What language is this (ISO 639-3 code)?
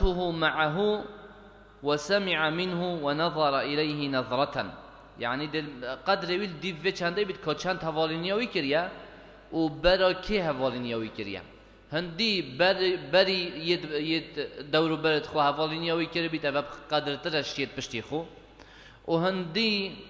kur